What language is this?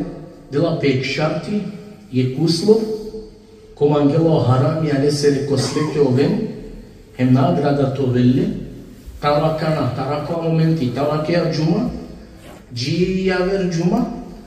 Balkan Romani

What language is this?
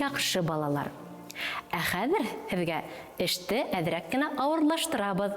Bashkir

